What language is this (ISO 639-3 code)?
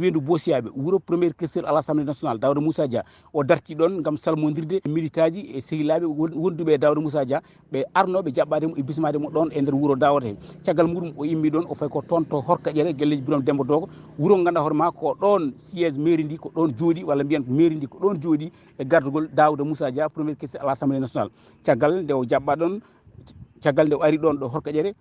ful